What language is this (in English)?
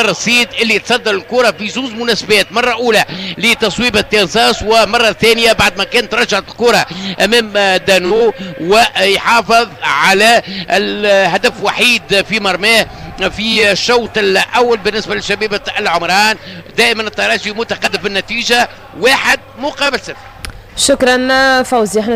Tunisian Arabic